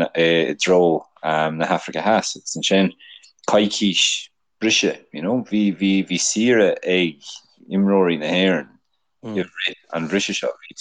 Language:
Irish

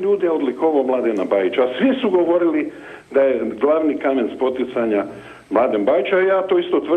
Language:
Croatian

